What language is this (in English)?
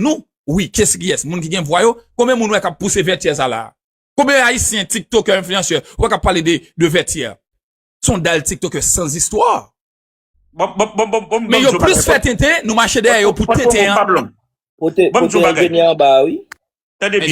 Haitian Creole